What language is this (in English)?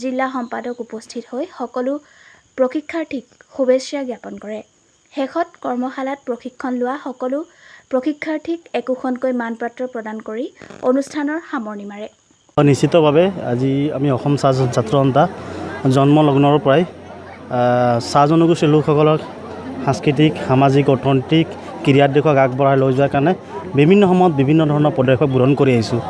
Assamese